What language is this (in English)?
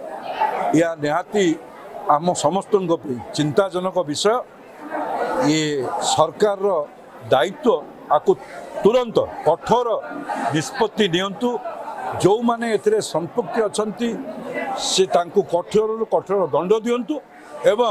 Odia